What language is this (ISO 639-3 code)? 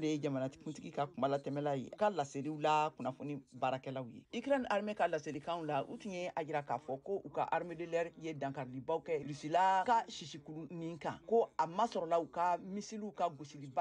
bam